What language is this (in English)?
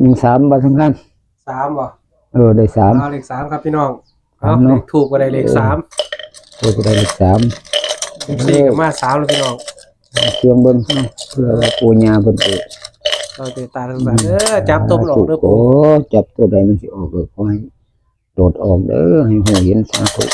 Northeastern Thai